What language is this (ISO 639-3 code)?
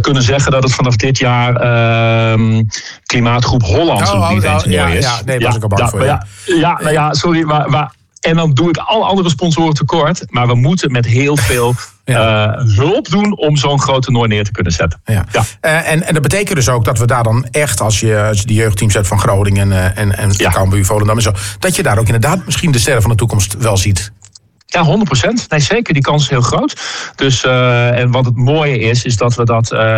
nld